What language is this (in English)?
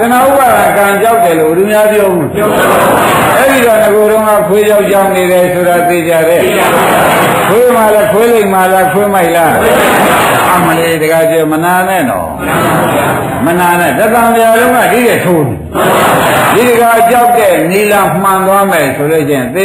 Burmese